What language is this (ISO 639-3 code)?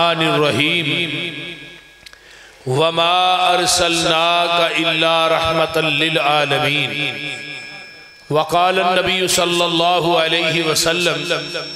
lah